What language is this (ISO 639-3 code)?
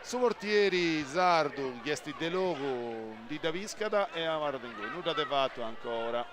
srd